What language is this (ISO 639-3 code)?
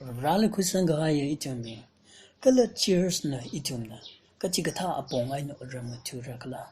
nmf